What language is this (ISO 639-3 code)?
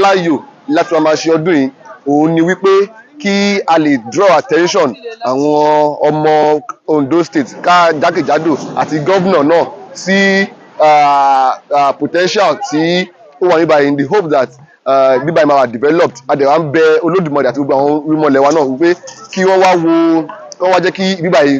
yor